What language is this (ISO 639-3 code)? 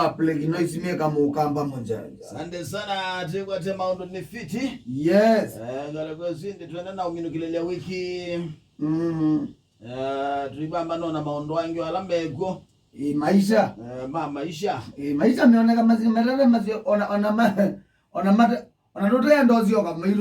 kam